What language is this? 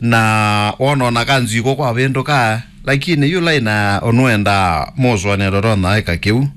Kamba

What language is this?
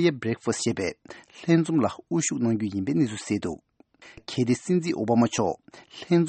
Tibetan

